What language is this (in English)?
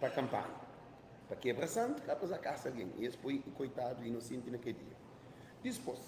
Kabuverdianu